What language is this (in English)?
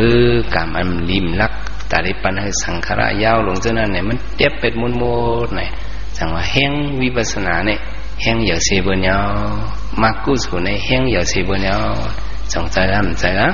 Shan